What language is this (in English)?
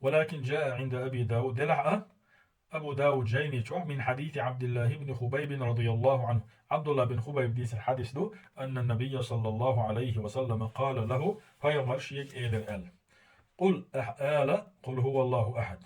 Chechen